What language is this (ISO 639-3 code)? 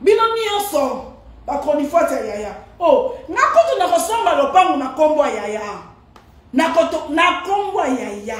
lin